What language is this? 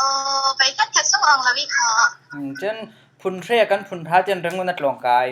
Falam Chin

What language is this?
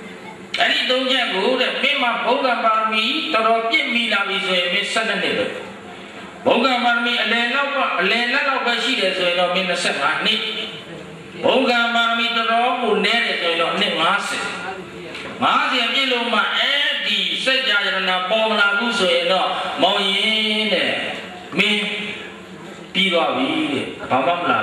Burmese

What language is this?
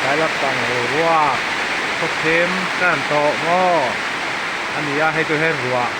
Mizo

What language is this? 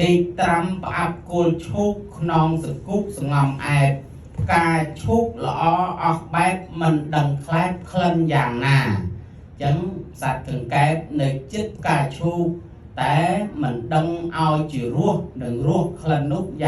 Khmer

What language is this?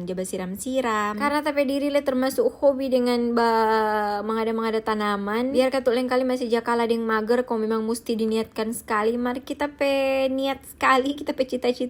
Manado Malay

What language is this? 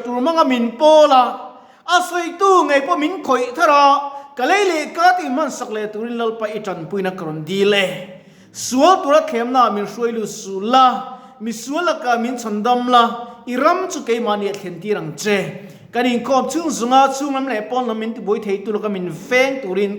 Mizo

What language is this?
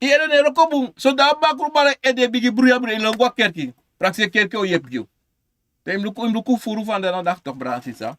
Sranan Tongo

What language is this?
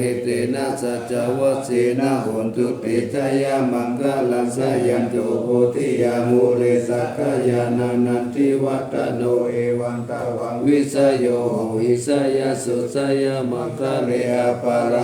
Pali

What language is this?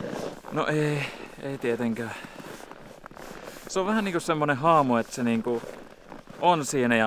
Finnish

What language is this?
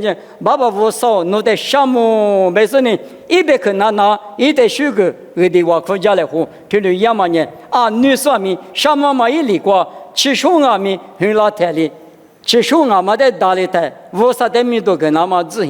Lisu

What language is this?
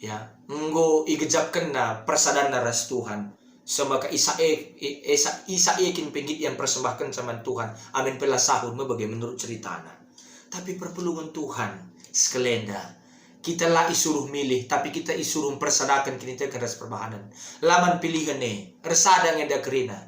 Batak Karo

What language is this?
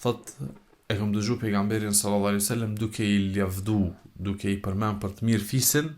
Albanian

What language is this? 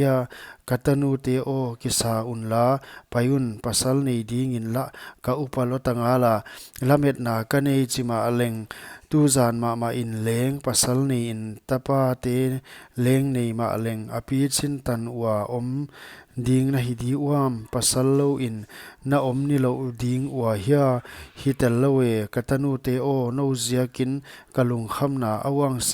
Paite Chin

